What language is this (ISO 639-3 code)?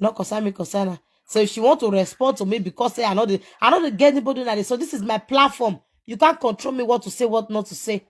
pcm